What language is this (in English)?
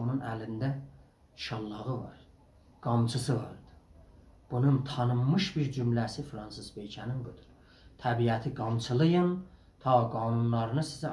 South Azerbaijani